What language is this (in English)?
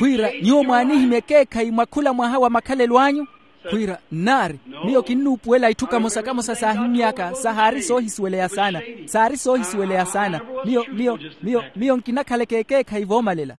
Makhuwa